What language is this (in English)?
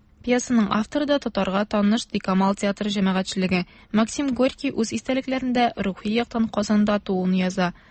Tatar